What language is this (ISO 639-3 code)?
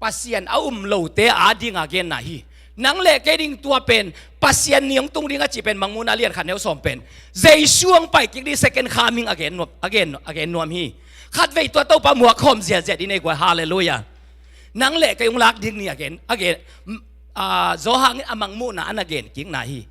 ctd